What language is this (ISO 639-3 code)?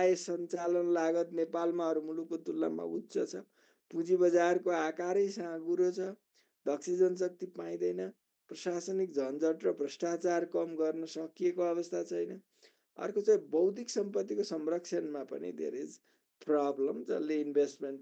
nep